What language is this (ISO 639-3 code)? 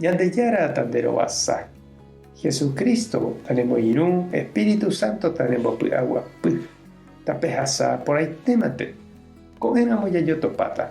grn